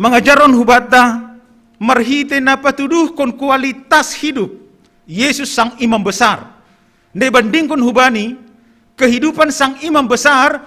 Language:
Batak Simalungun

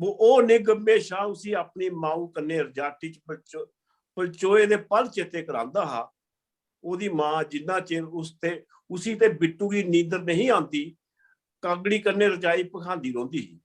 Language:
Dogri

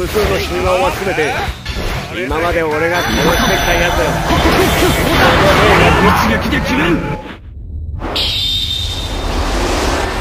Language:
Japanese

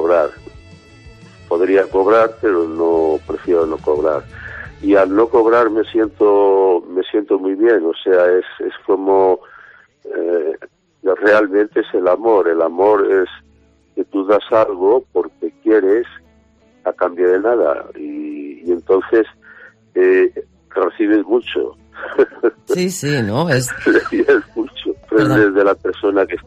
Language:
Spanish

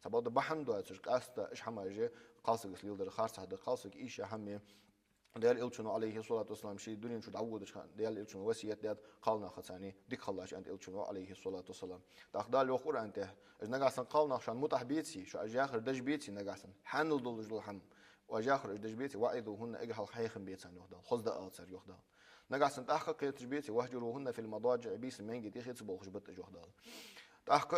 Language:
Ingush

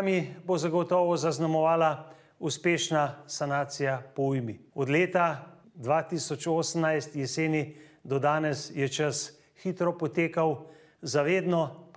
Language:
Slovenian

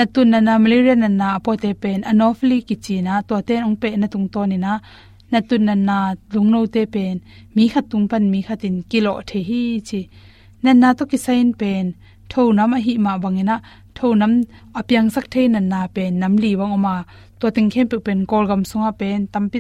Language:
Tedim Chin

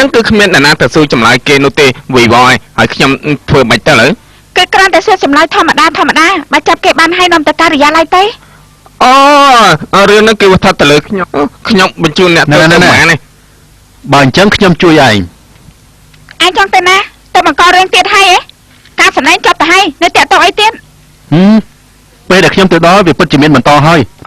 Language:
Khmer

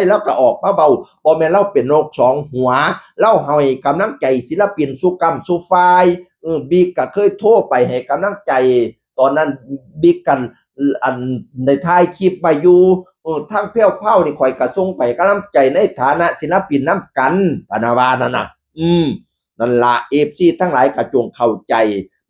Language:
Northeastern Thai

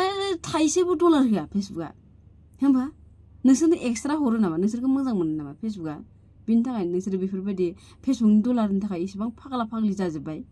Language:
Bodo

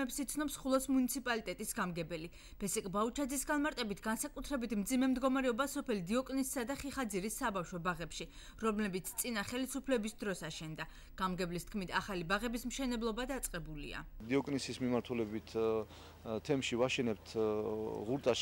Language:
Georgian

